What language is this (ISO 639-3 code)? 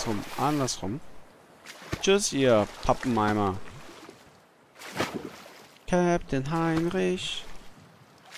deu